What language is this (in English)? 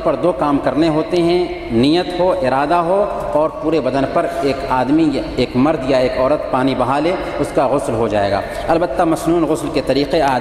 Urdu